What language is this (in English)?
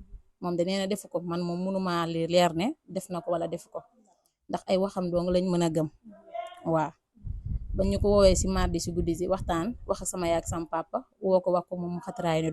Wolof